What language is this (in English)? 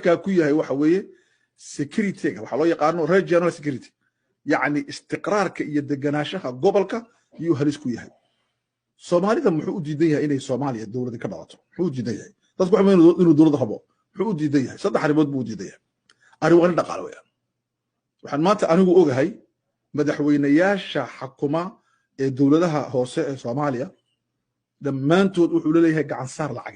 Somali